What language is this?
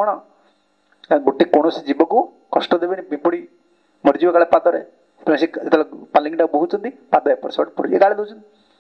Odia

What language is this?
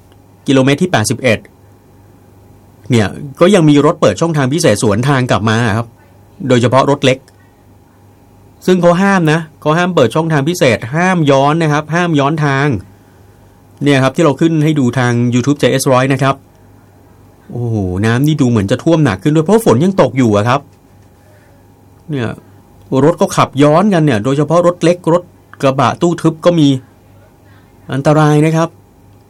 Thai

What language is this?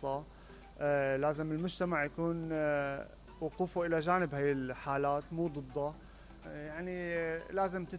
Mesopotamian Arabic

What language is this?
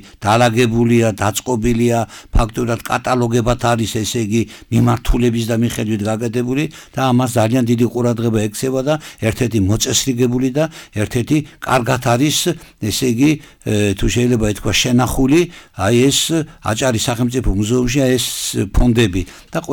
Georgian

